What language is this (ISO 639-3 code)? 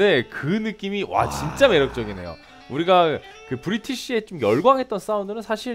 kor